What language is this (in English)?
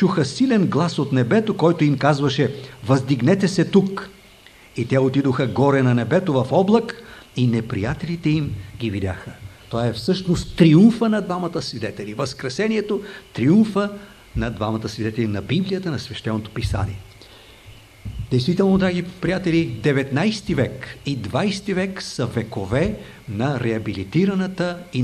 Bulgarian